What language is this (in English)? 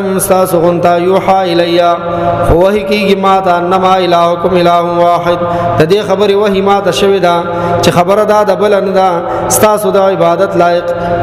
Pashto